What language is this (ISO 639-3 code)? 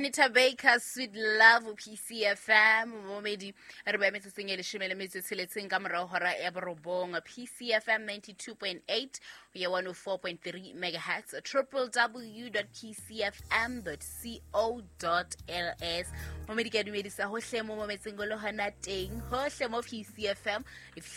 sot